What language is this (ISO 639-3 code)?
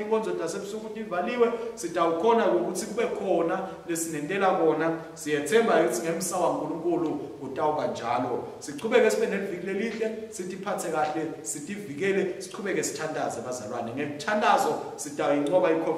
ssw